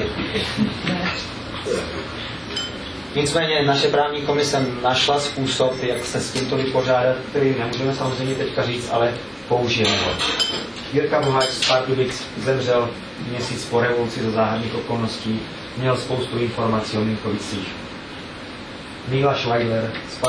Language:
Czech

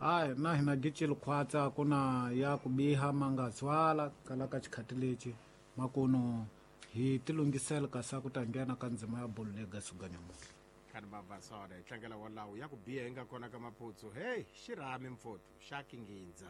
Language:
Tsonga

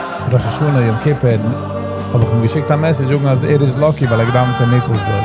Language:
Yiddish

